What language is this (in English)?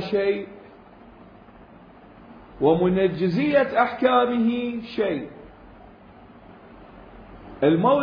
Arabic